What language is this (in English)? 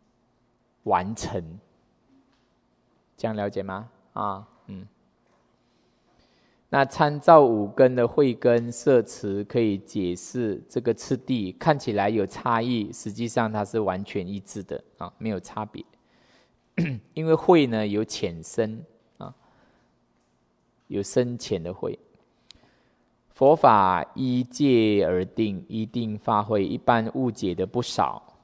Chinese